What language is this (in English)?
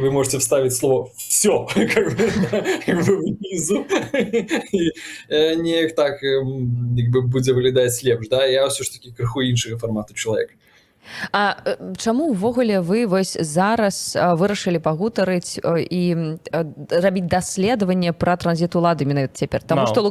Belarusian